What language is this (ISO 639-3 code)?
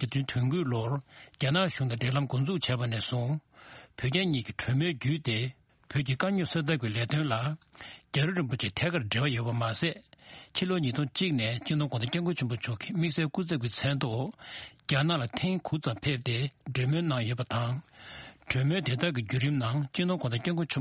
bod